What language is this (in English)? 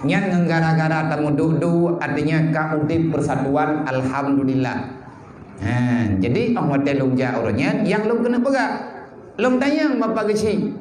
Achinese